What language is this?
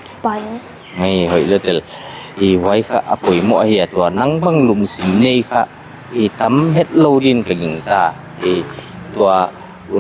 Paite Chin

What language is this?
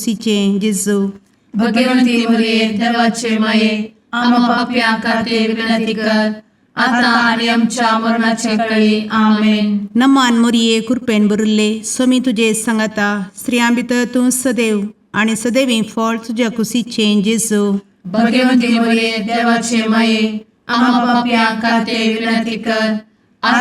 Konkani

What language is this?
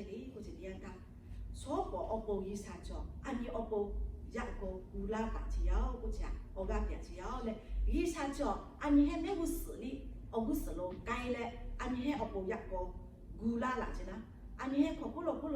Lahu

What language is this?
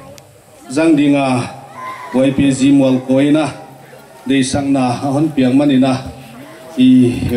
Paite Chin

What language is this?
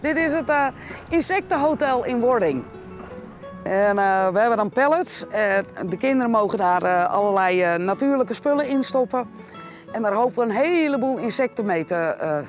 Western Frisian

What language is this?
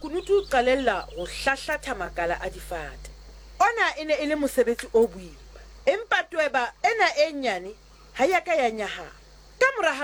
Southern Sotho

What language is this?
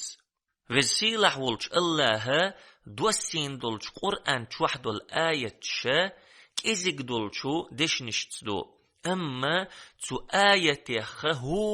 Chechen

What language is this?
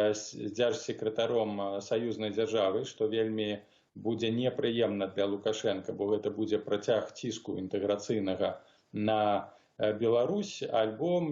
Belarusian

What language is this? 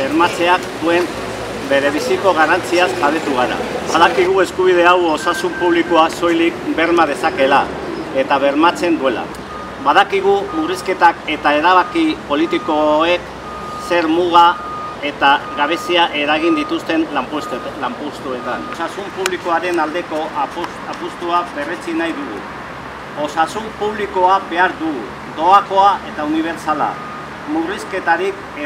Basque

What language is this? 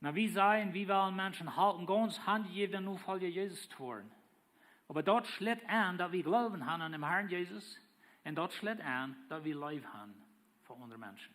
Plautdietsch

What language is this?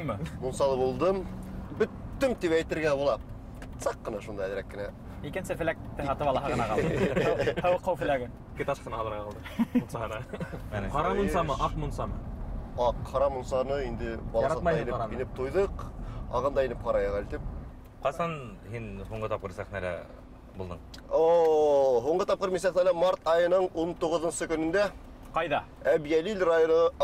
Bashkir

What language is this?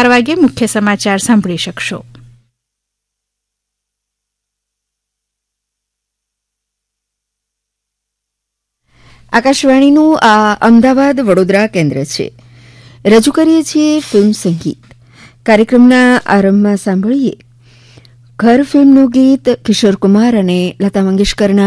Gujarati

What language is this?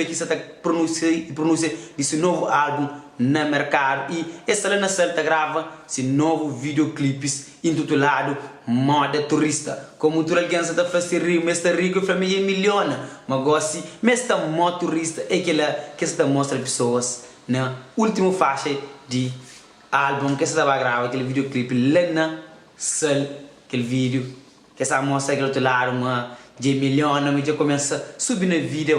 Kabuverdianu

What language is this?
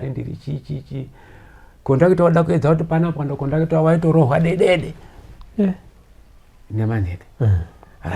Shona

